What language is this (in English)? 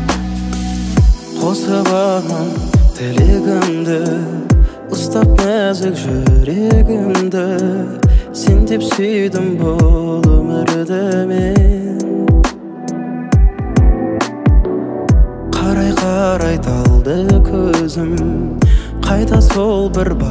Kazakh